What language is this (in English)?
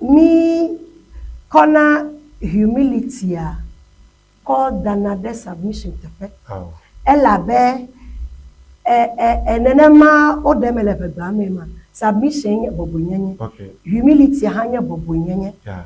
Ewe